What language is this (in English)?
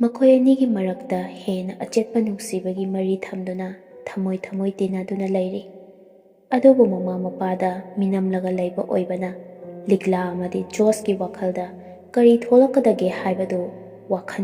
Manipuri